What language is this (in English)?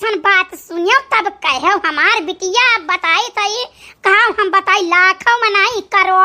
Awadhi